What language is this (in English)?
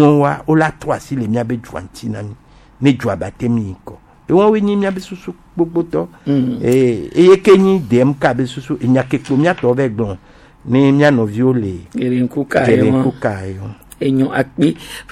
Gen